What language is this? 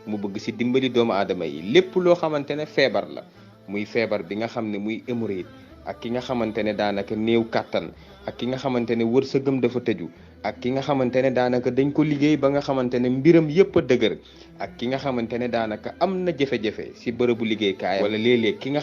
Wolof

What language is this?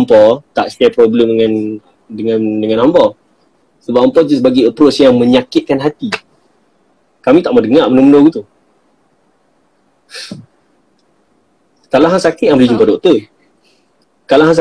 Malay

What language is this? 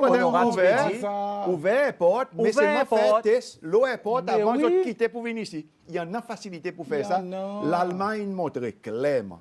Seselwa Creole French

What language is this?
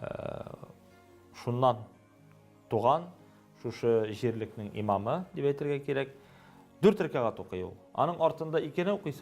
Tatar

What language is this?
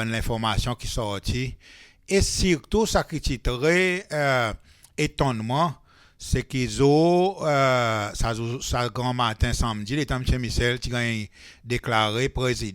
Seselwa Creole French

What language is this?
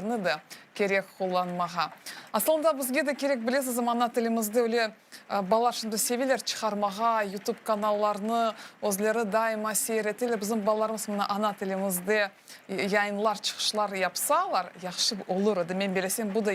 Crimean Tatar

